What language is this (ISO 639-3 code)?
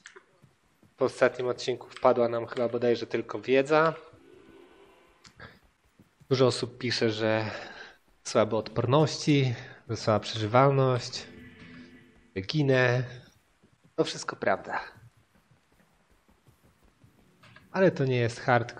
pol